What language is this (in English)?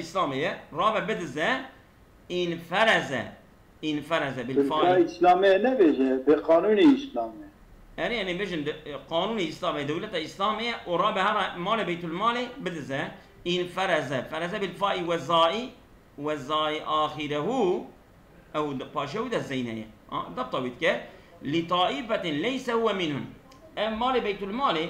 Kurdish